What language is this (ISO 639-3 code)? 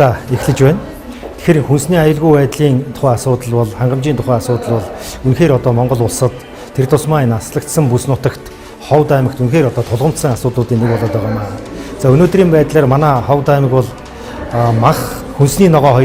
mon